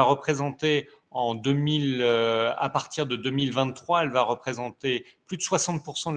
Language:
French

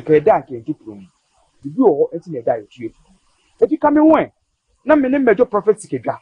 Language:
Akan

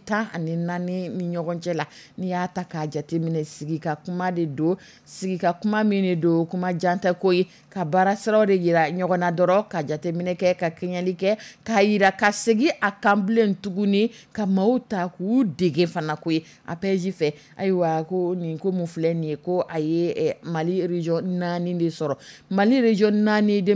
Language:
Dyula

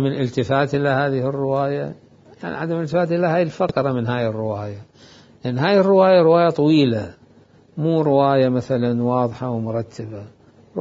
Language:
Mesopotamian Arabic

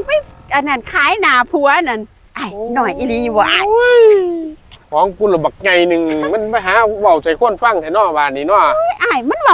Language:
Northeastern Thai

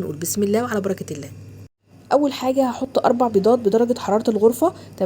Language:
Egyptian Arabic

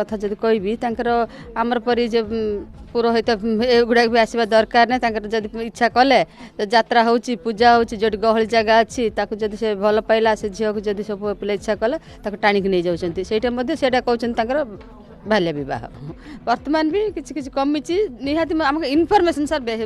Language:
Odia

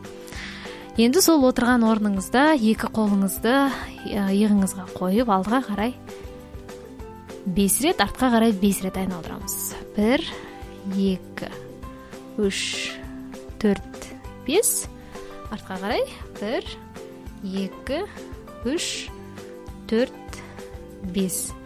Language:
Kazakh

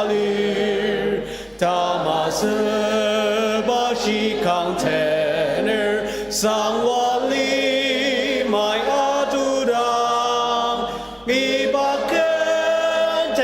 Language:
Ao Naga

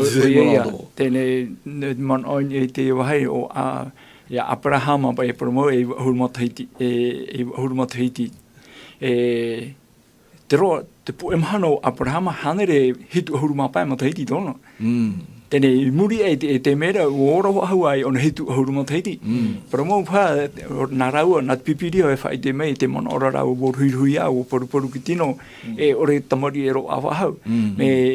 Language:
Tahitian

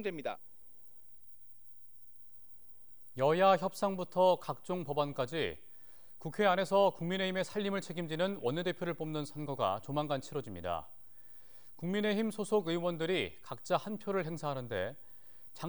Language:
Korean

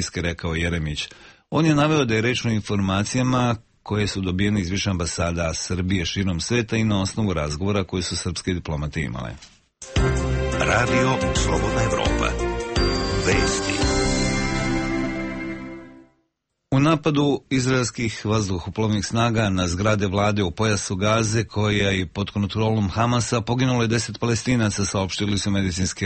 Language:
Serbian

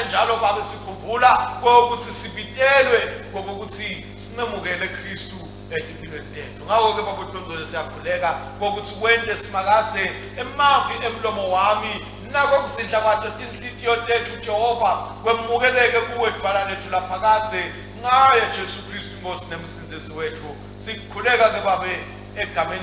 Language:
Swati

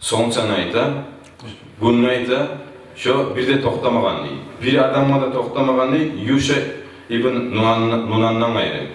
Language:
Kumyk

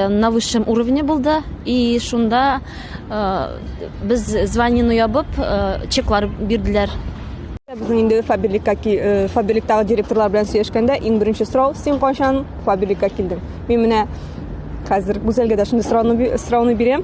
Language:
Tatar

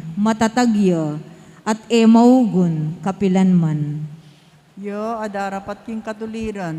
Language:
Pampanga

